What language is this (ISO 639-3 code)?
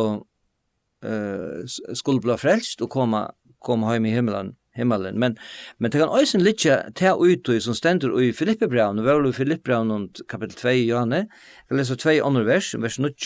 fao